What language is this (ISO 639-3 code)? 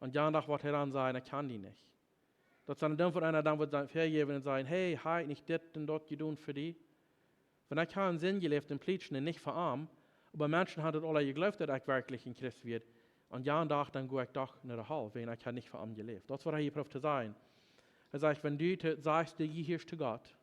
pdt